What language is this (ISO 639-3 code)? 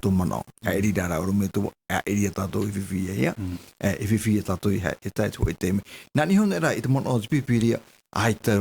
tah